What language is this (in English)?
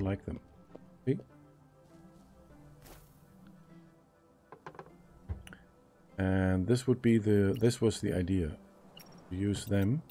German